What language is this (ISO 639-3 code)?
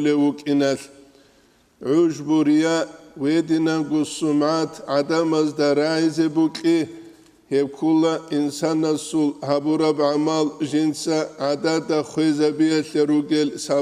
ava